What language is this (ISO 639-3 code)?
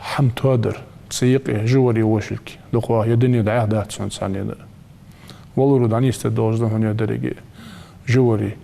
inh